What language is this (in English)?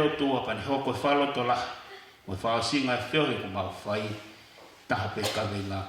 Tongan